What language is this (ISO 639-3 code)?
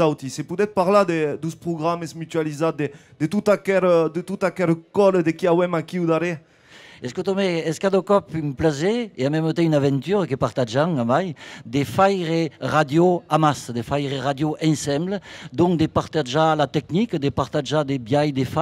oci